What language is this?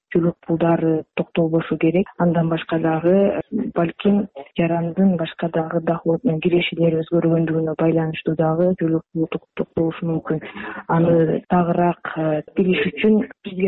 Kyrgyz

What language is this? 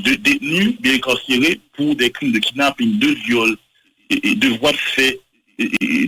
Haitian Creole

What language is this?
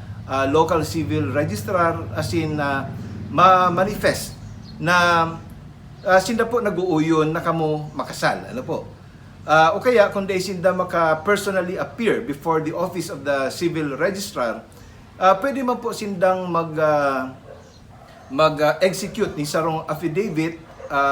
Bikol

